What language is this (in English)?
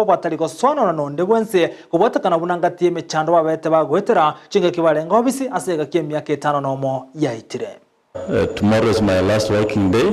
Gusii